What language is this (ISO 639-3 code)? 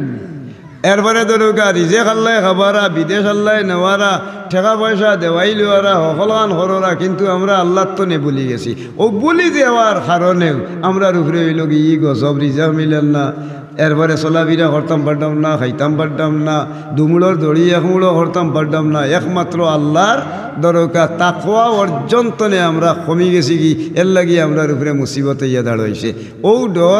syl